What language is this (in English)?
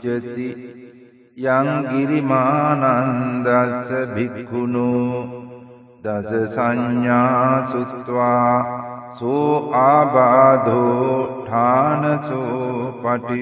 Pali